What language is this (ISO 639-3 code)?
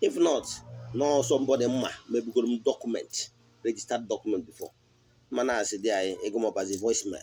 ibo